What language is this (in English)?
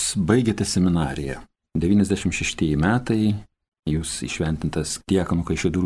Lithuanian